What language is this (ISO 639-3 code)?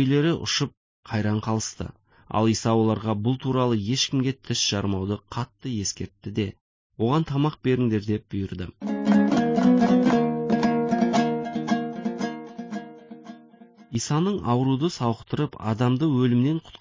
kaz